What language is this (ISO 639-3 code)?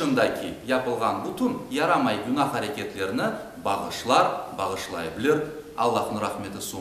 crh